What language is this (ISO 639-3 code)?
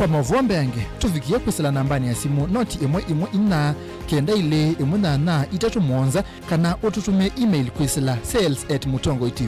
kam